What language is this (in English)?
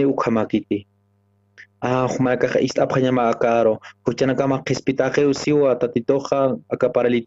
Aymara